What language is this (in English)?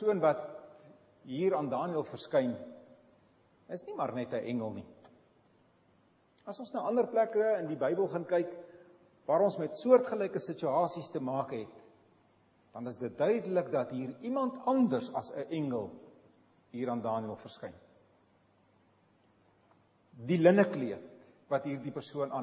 Afrikaans